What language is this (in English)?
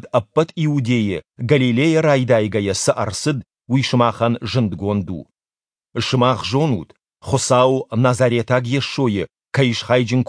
Ossetic